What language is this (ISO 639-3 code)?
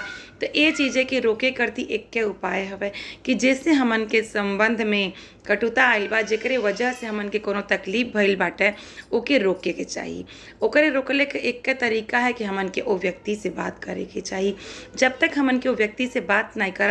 bho